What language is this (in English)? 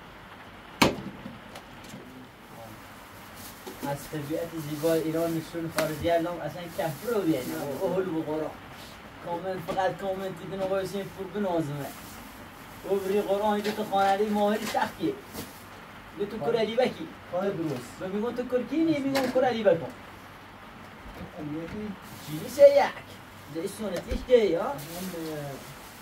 Persian